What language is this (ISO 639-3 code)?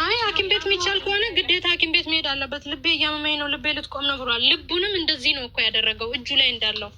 amh